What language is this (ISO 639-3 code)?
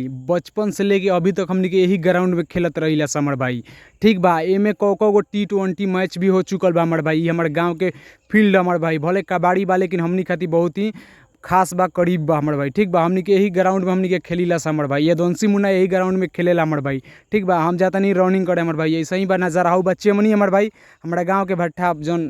bho